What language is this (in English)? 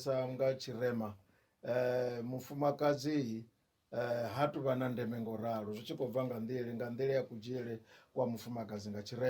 Venda